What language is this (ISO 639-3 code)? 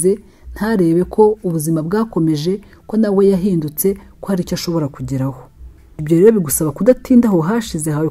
kin